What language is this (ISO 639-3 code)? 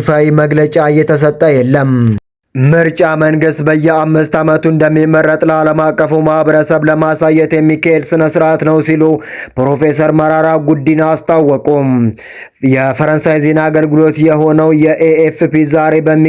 amh